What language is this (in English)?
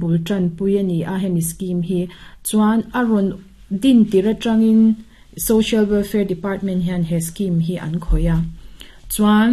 Mizo